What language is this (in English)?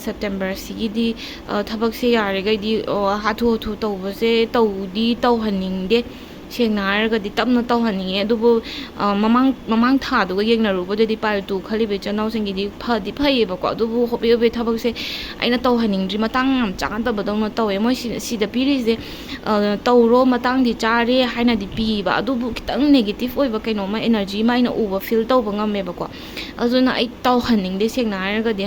Manipuri